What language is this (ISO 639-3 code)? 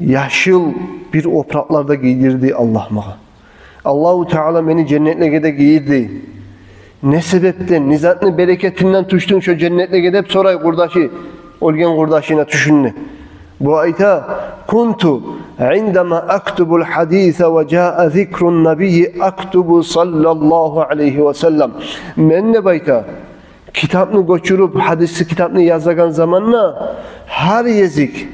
kum